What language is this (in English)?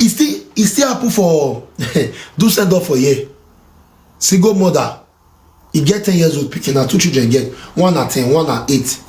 Nigerian Pidgin